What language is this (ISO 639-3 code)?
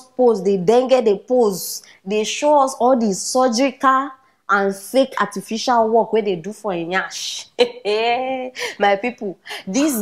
pcm